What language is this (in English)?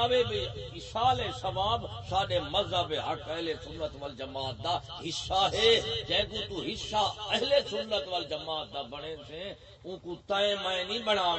Saraiki